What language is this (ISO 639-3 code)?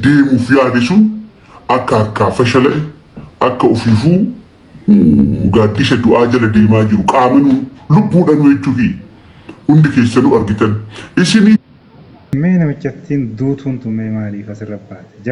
orm